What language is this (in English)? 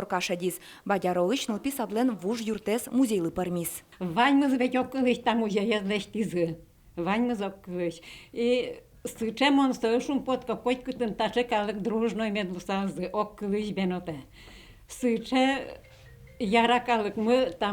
Udmurt